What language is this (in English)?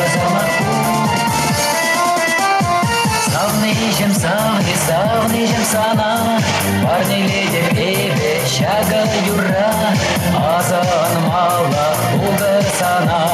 Chuvash